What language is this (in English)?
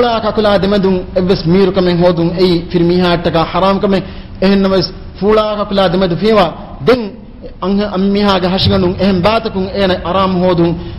Divehi